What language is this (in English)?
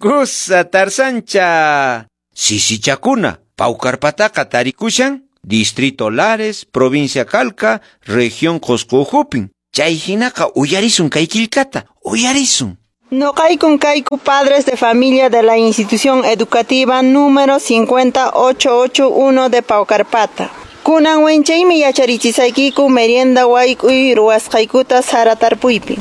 Quechua